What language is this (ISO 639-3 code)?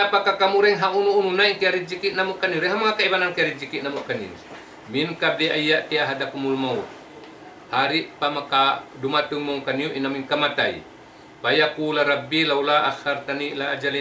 tsg